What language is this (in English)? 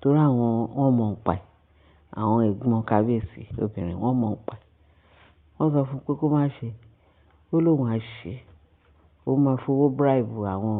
Yoruba